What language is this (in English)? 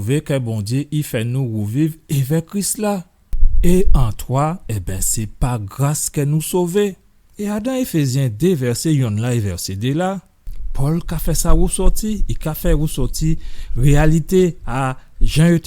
Guadeloupean Creole French